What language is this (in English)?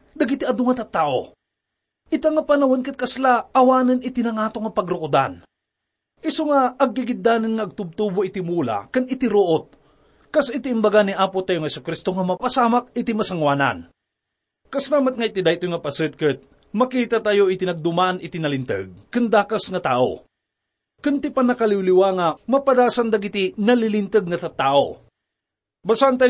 Iloko